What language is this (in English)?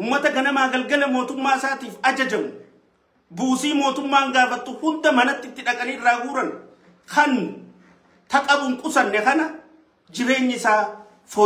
Oromo